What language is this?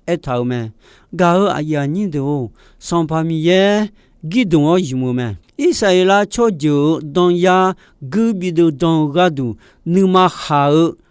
Akha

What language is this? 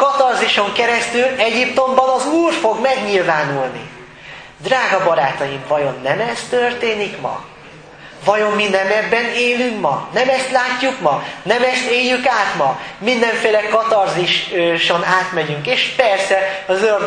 Hungarian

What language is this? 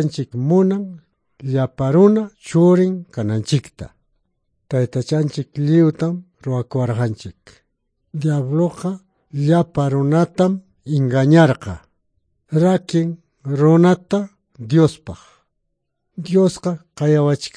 Quechua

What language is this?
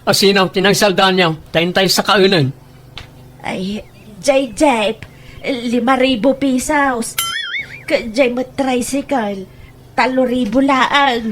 Iloko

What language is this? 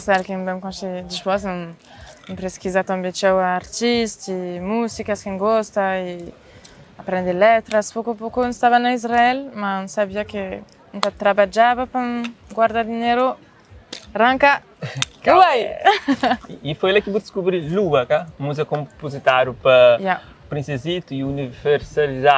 Kabuverdianu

